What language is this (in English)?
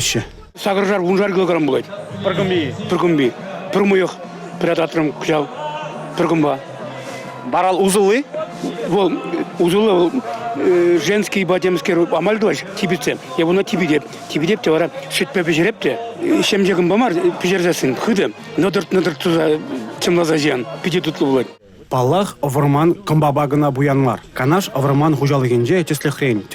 Chuvash